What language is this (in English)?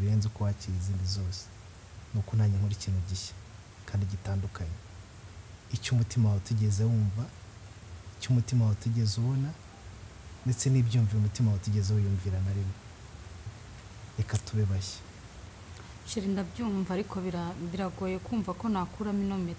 Kinyarwanda